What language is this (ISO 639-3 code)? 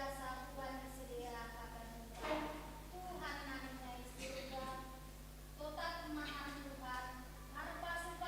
bts